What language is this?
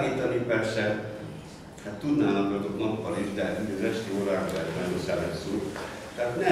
Hungarian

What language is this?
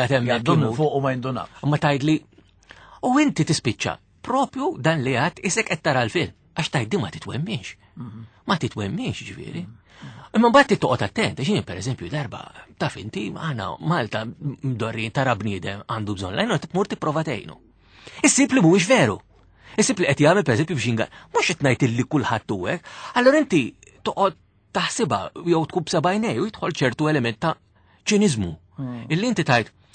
Maltese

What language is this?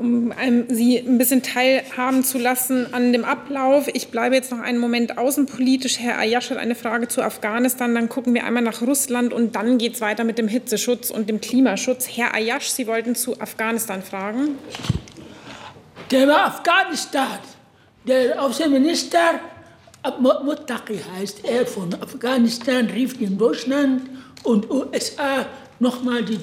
German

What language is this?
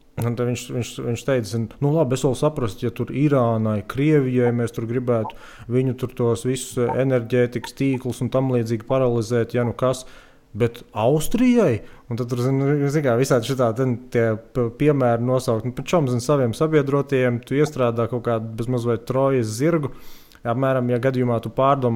Latvian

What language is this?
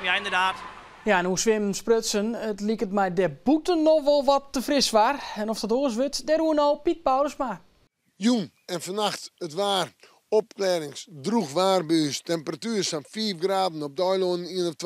Western Frisian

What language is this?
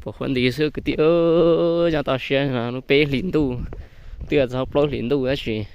Hmong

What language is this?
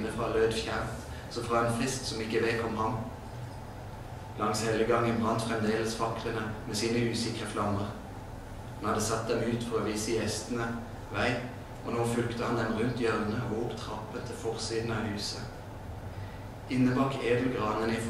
Norwegian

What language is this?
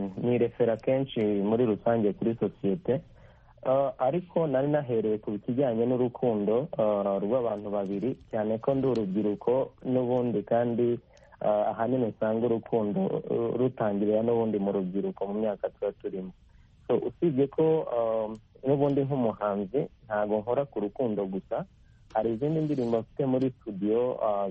Kinyarwanda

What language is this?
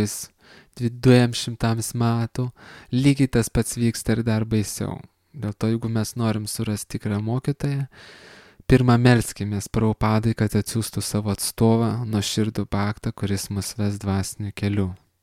Lithuanian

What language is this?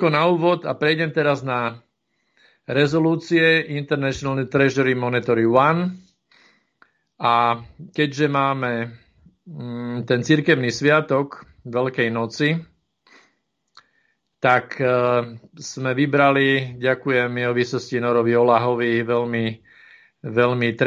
Slovak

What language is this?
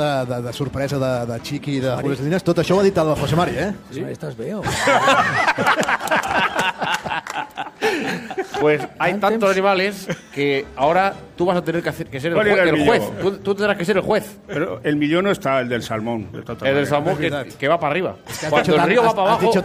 Catalan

